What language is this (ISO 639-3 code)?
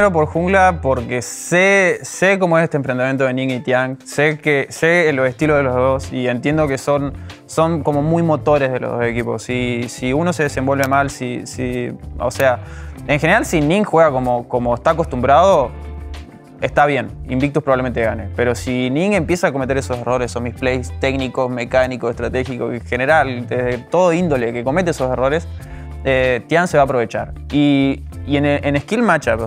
spa